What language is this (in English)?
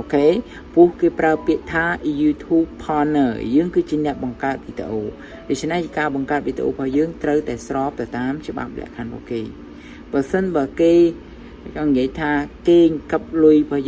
Khmer